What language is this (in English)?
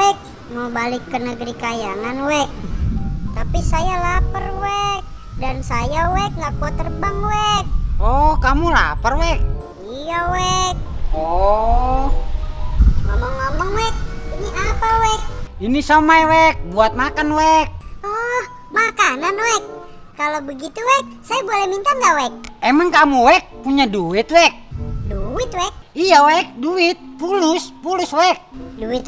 Betawi